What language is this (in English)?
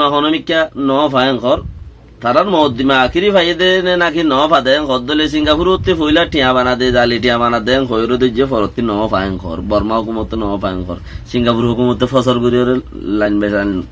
Rohingya